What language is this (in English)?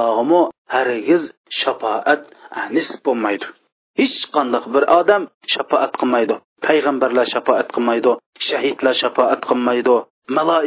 Uyghur